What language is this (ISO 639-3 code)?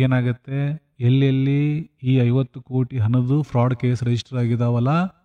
kan